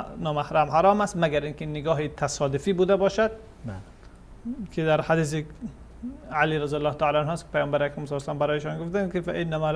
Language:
Persian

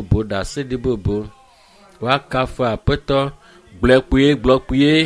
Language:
Ewe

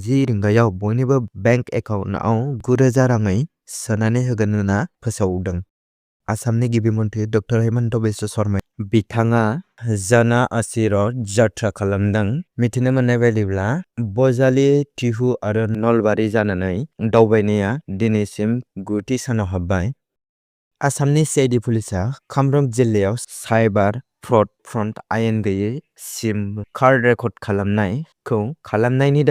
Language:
Bodo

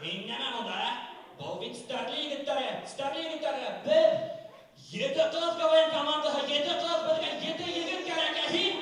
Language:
Bashkir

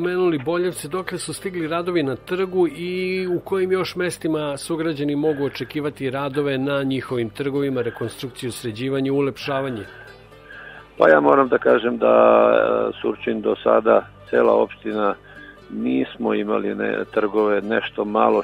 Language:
Serbian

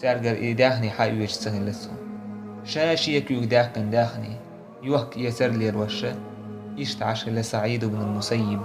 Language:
Chechen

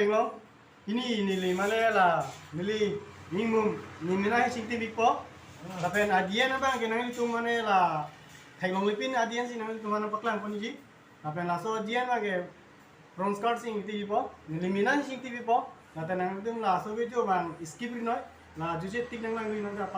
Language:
Karbi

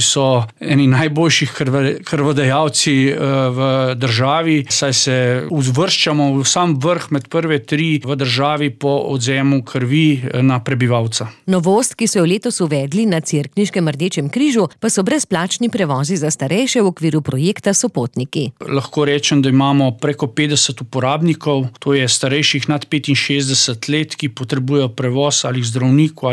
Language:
Slovenian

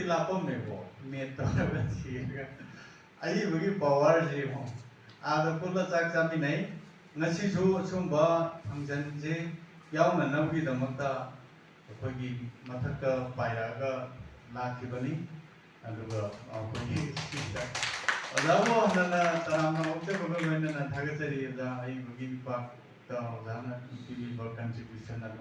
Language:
Manipuri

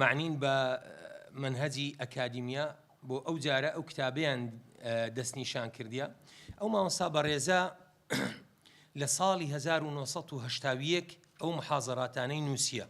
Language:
Central Kurdish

